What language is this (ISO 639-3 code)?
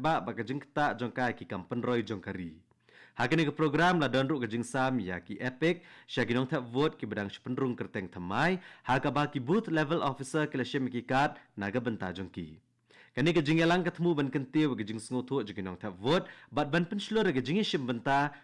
kha